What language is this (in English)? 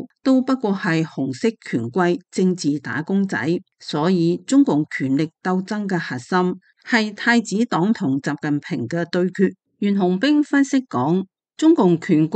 Cantonese